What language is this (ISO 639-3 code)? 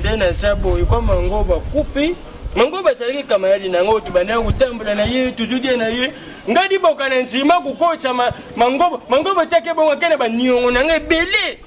lin